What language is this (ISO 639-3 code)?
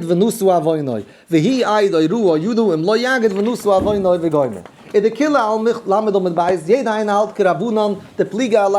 yid